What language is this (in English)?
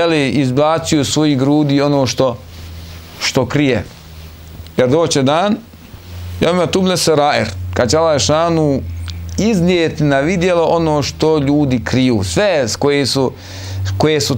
Bosnian